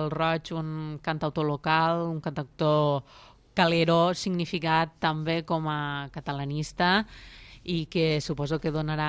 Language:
Catalan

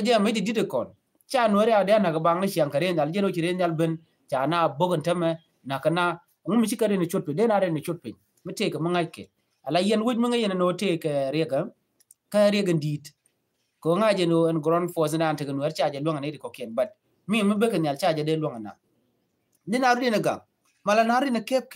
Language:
Nuer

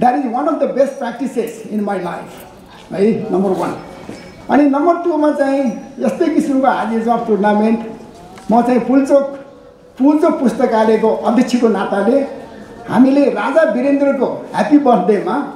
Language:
Nepali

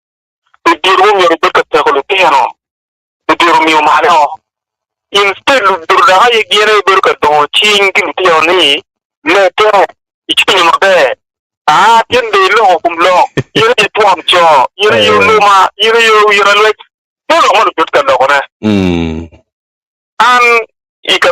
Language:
Acoli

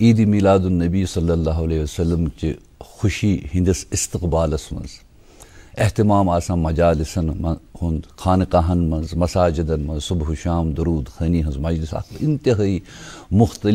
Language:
Kashmiri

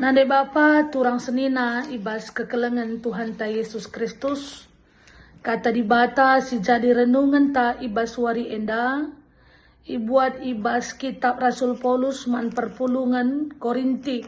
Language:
Batak Karo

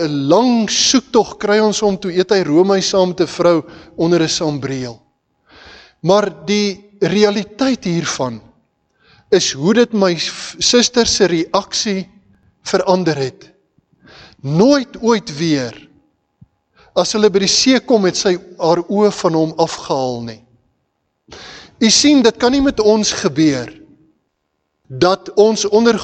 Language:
Afrikaans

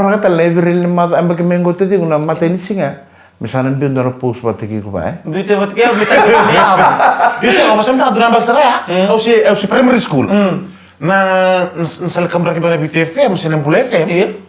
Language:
Fijian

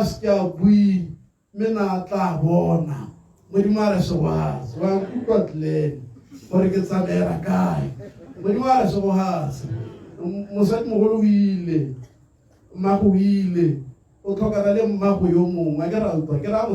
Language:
Tswana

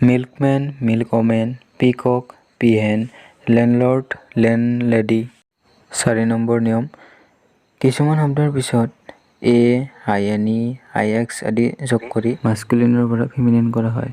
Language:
Assamese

